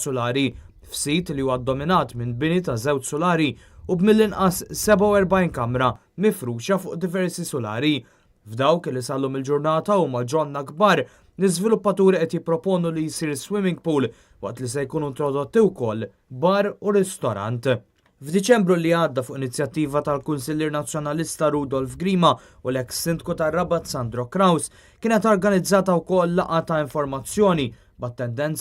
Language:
Maltese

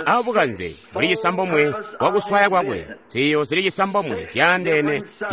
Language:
Tonga (Zambia)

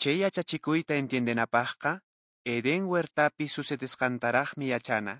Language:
Quechua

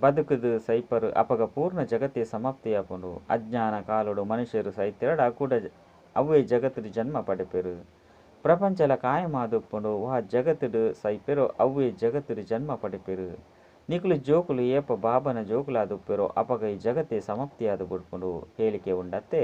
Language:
Tulu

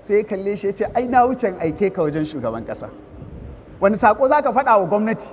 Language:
Hausa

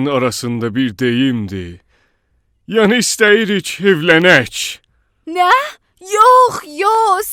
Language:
South Azerbaijani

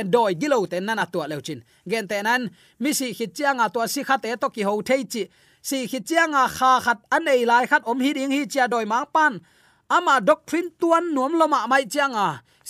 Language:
Tedim Chin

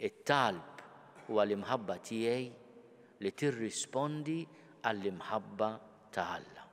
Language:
Maltese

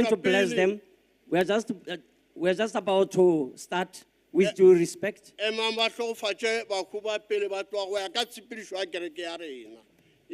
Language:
Tswana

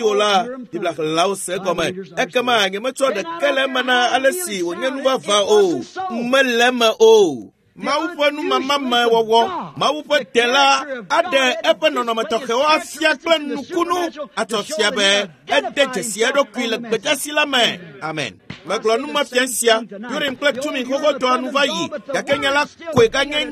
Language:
Ewe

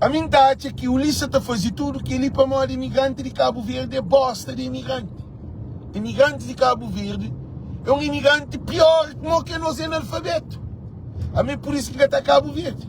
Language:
Kabuverdianu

